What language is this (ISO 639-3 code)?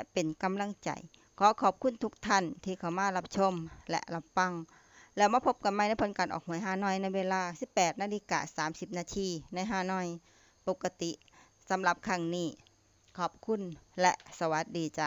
lao